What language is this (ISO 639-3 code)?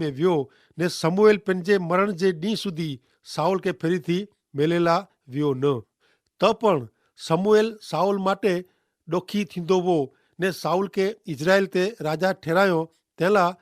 kfr